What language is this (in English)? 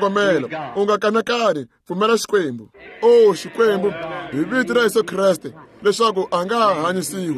Tsonga